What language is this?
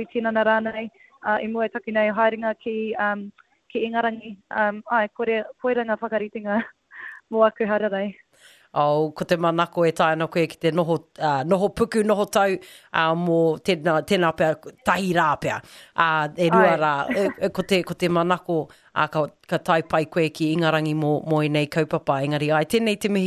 Māori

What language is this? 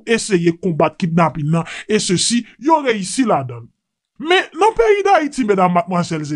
Haitian Creole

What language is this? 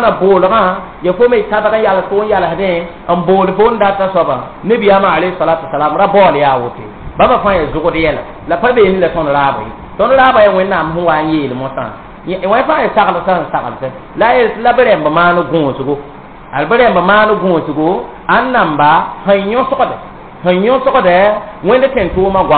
Mossi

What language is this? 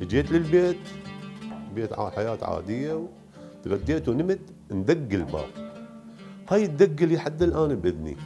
Mesopotamian Arabic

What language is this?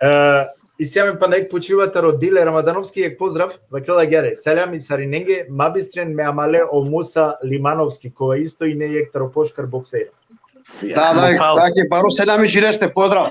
Balkan Romani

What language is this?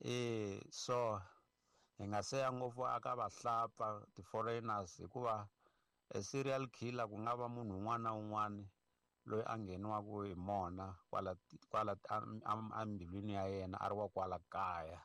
Tsonga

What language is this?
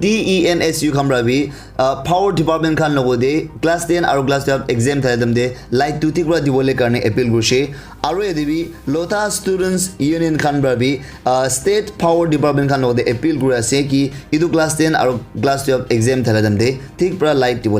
Naga Pidgin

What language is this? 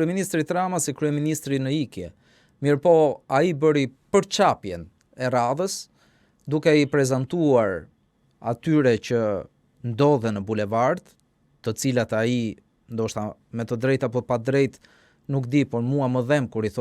Albanian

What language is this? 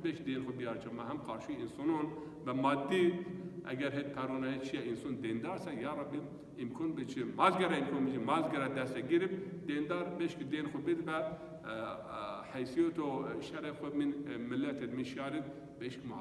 Zaza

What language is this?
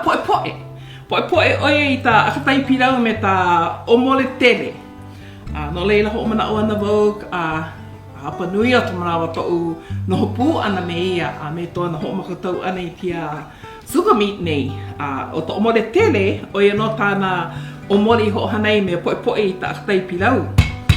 Hawaiian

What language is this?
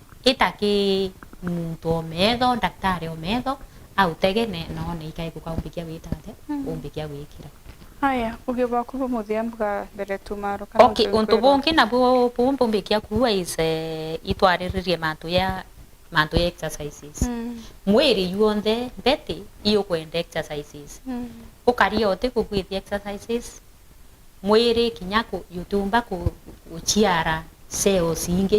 Meru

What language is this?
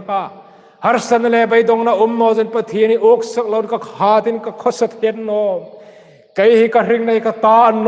Hmar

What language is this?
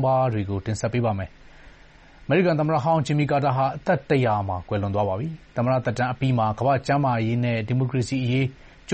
Burmese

